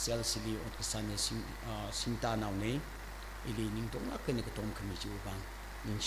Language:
Tangkhul Naga (India)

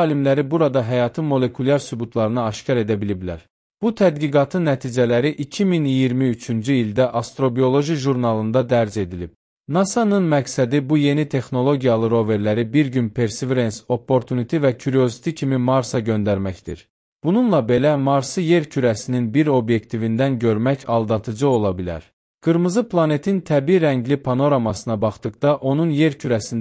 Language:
Azerbaijani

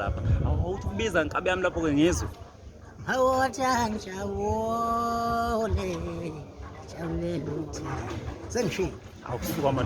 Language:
Zulu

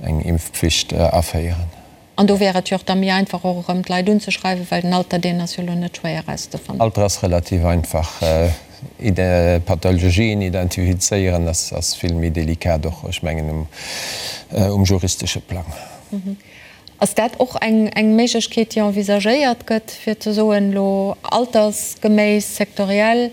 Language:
Luxembourgish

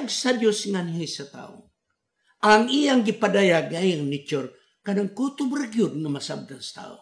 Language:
Cebuano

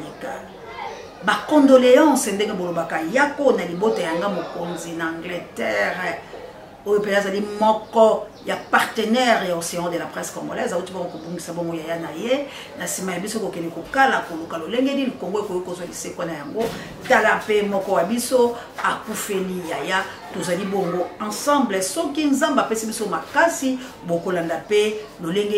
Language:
Lingala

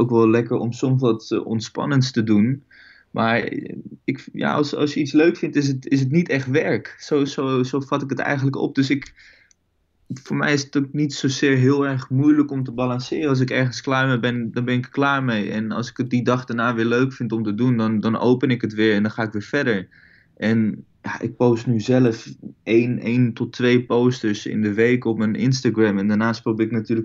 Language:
Dutch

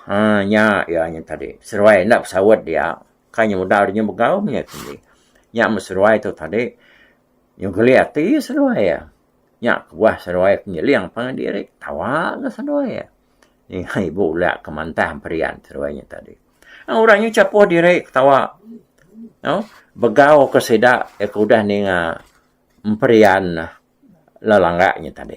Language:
Iban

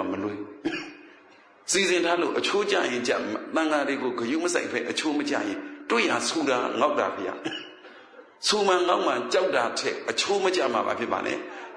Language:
Burmese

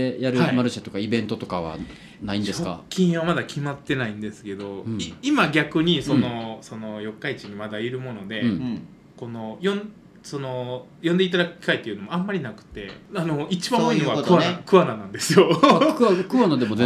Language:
Japanese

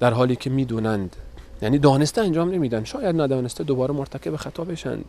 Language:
Persian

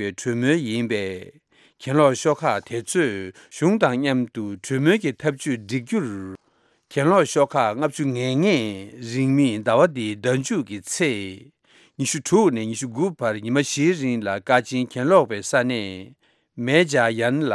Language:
Tibetan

